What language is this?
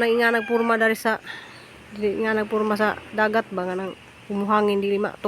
Cebuano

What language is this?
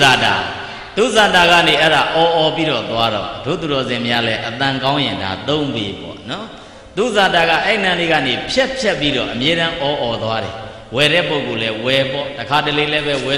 Burmese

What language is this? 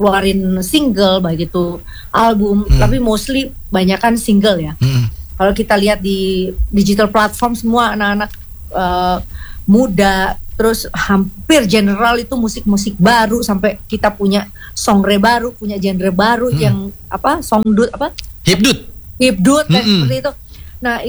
Indonesian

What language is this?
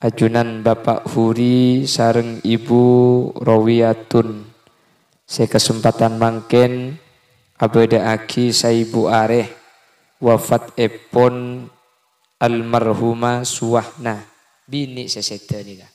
Madurese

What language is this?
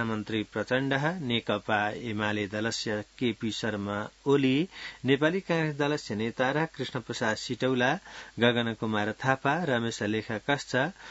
Sanskrit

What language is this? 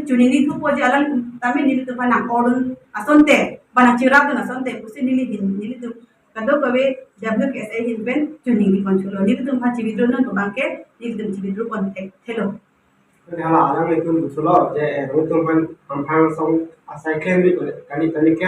Karbi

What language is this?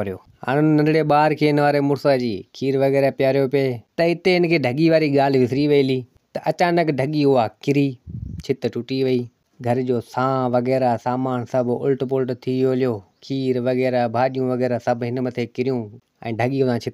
Sindhi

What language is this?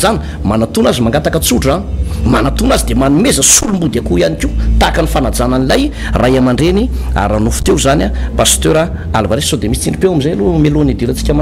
Malagasy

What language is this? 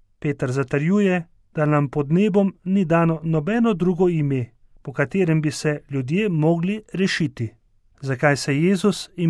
Slovenian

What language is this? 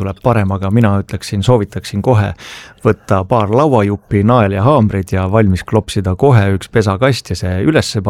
Estonian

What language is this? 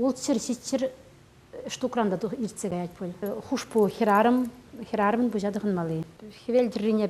Chuvash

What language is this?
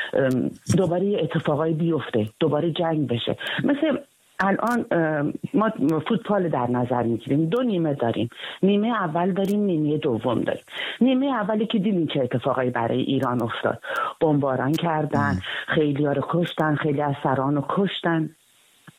Persian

